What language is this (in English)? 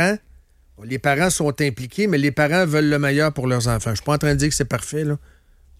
French